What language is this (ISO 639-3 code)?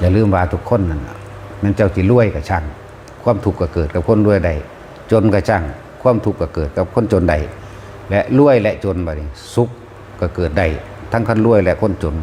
tts